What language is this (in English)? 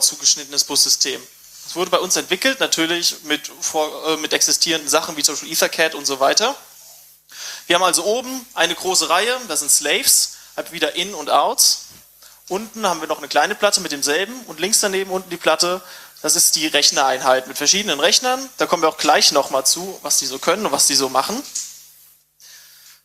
German